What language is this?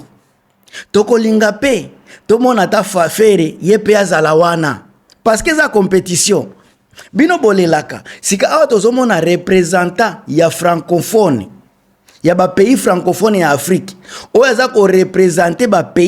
Lingala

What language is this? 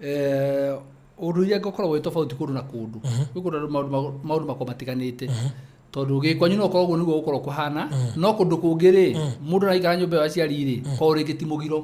Kikuyu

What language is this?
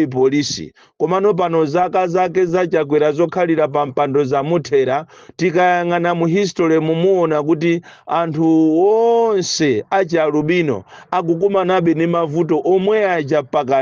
Nyanja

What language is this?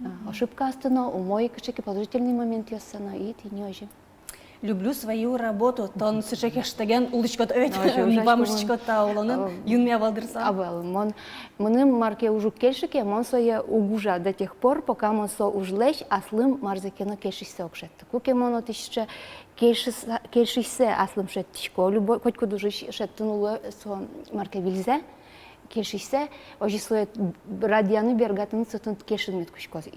Udmurt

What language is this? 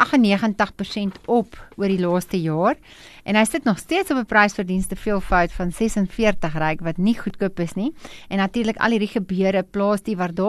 Afrikaans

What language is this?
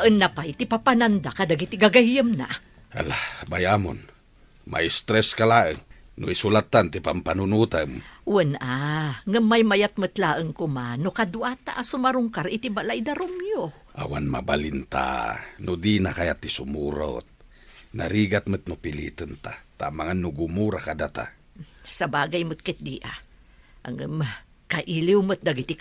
Iloko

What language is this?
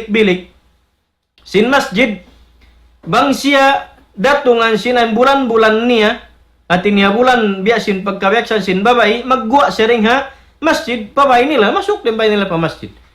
Tausug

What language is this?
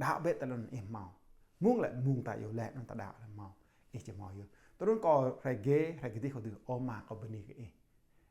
Jarai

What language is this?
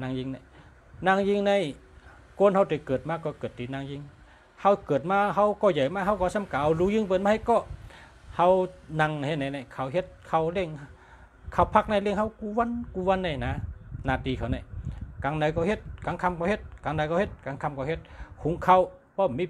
Shan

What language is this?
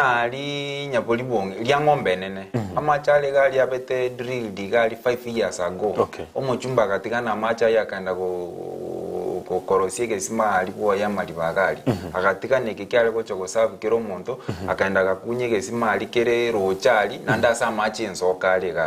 Gusii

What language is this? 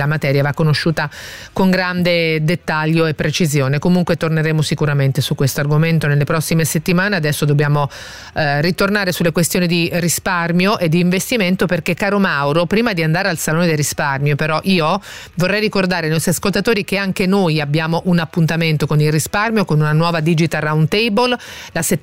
Italian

